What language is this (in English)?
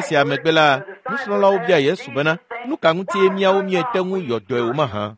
Ewe